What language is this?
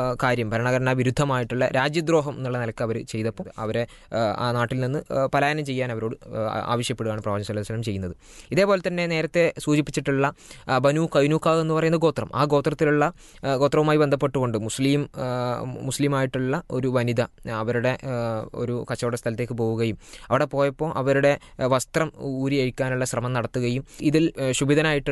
Malayalam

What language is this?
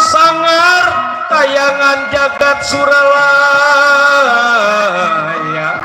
Betawi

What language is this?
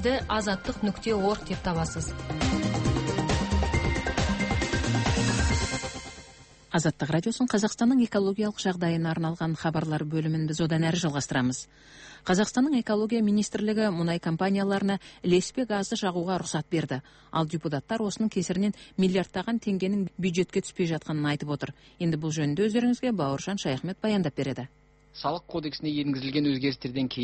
Kazakh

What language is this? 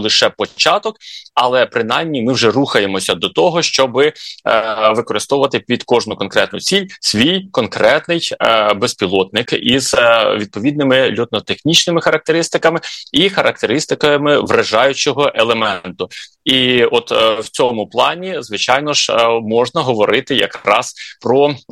Ukrainian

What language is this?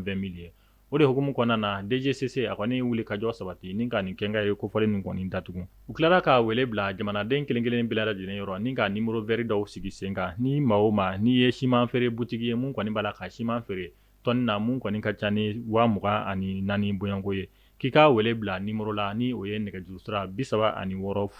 Bambara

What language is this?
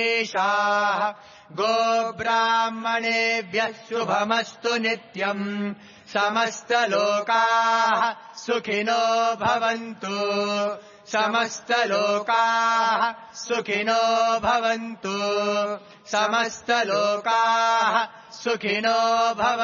Sanskrit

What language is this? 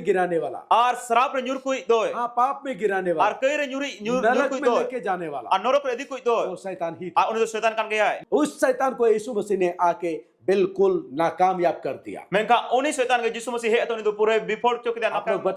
Santali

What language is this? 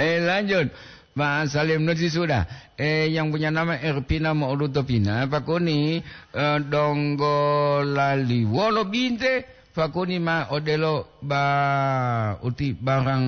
Gorontalo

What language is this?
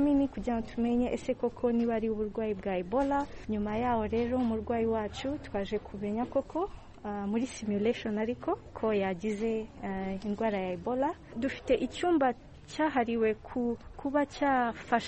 Kinyarwanda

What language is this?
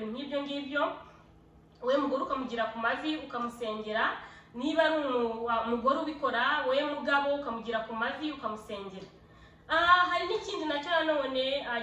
Kinyarwanda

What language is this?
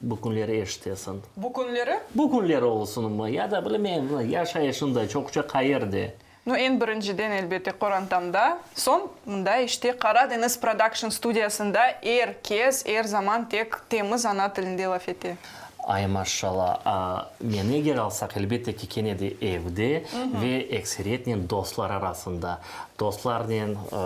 Crimean Tatar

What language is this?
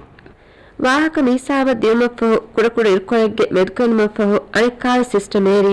Divehi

